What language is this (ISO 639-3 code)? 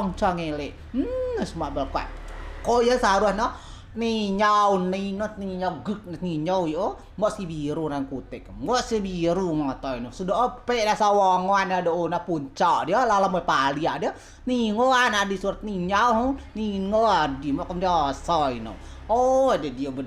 rej